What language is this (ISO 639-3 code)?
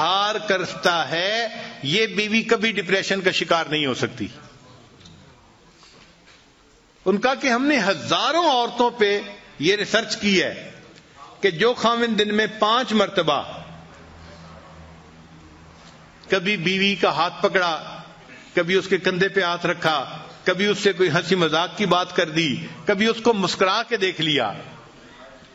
urd